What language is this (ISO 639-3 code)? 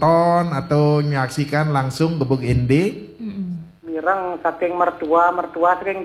ban